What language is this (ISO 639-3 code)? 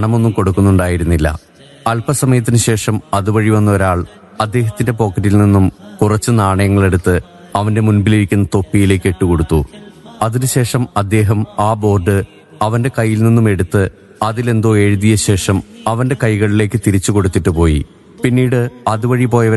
mal